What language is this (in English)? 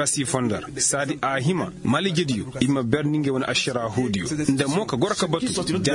Koyraboro Senni